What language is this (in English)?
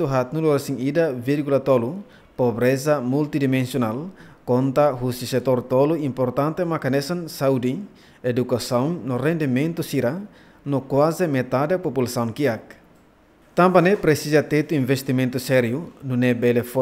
Tetum